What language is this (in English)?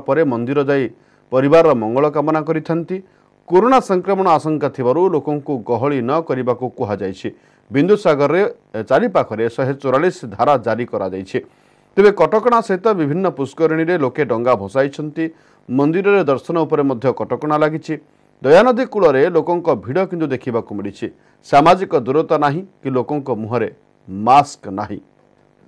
Odia